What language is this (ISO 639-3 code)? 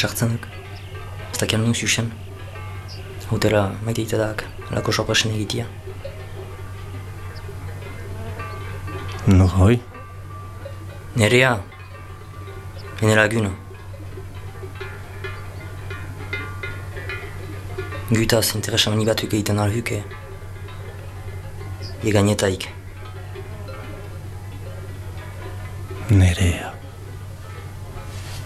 eus